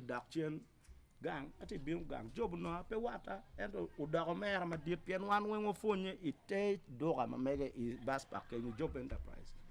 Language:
Acoli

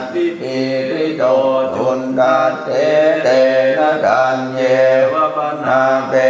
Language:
Pali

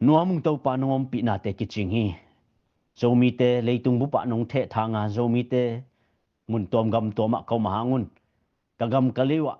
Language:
Tedim Chin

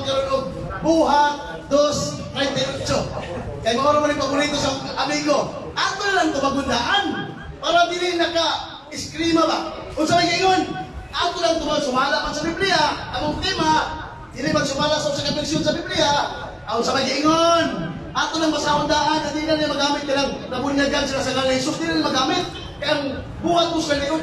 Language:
Cebuano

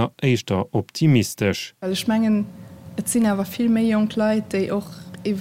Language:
Luxembourgish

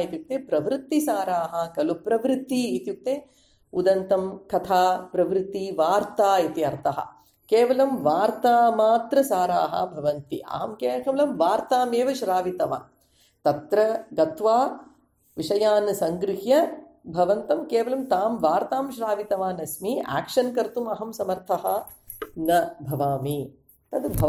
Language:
Sanskrit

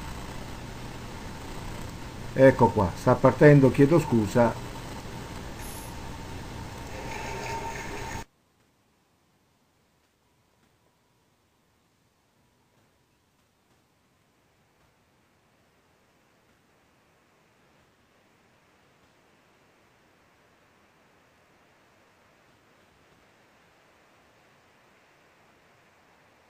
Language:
Italian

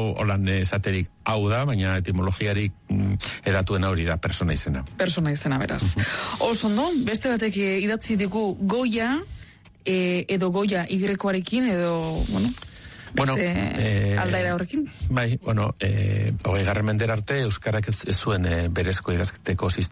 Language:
Basque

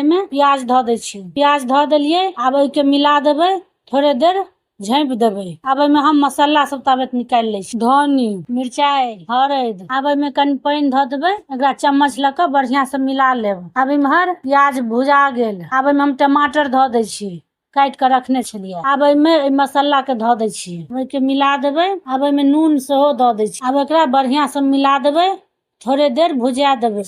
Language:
Maithili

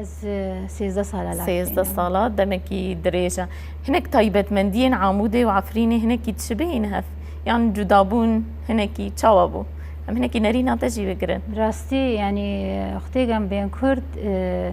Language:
Kurdish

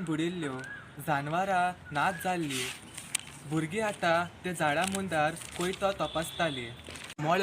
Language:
Konkani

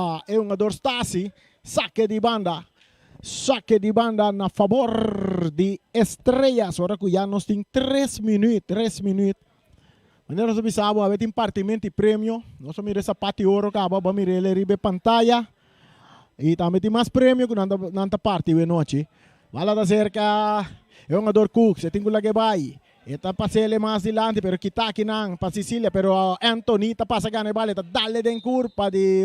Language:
Papiamento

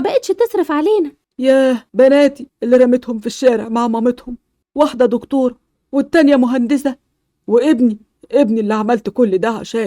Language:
Egyptian Arabic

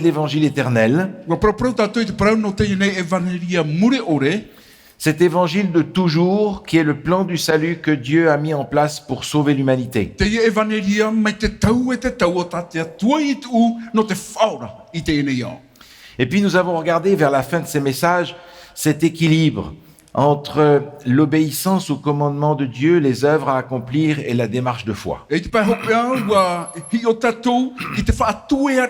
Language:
Tahitian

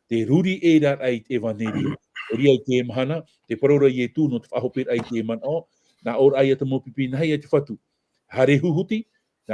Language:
Tahitian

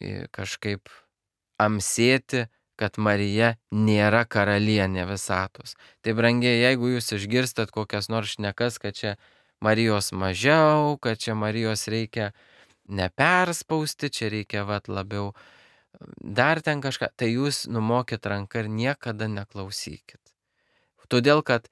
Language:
Lithuanian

